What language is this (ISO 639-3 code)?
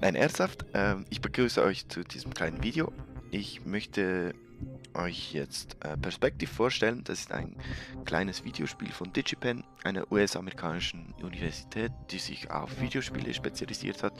gsw